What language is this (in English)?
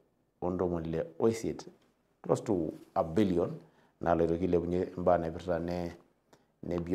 Masai